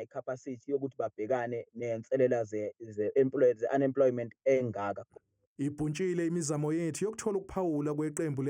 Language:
Zulu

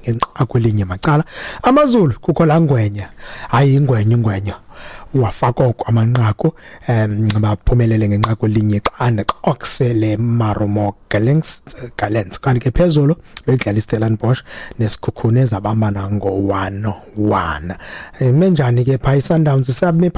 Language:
Xhosa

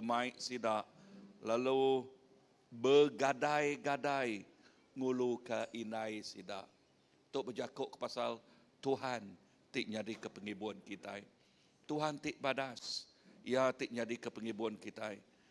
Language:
Iban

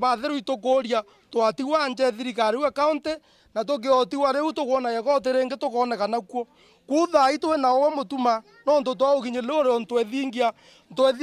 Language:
Meru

